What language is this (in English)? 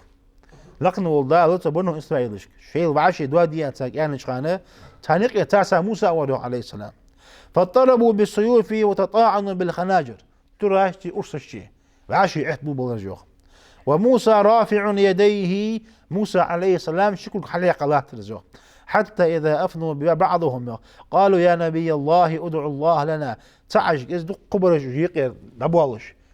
Ingush